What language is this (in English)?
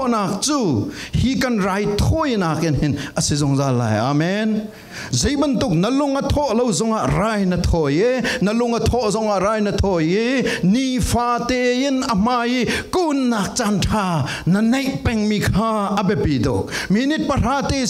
Falam Chin